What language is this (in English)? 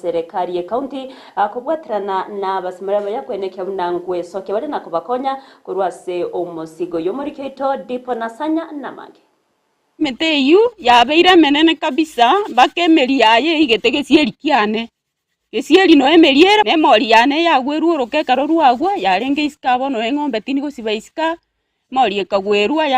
Gusii